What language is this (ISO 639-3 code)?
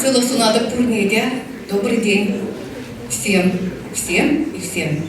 chv